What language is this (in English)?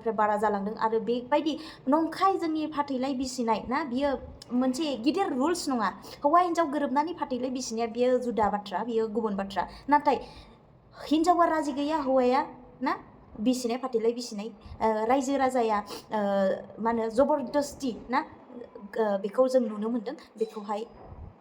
Bodo